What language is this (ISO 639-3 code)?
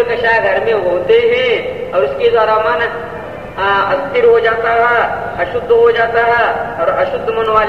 hin